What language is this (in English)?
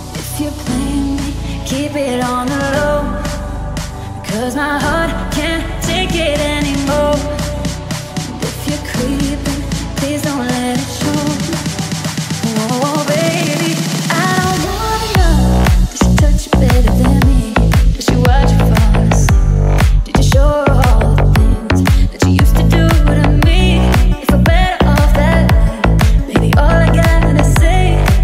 English